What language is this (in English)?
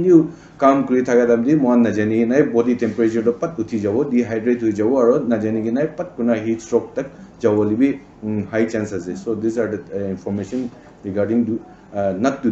Naga Pidgin